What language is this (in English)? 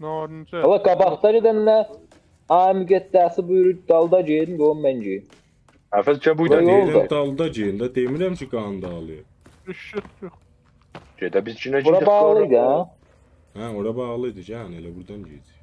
South Azerbaijani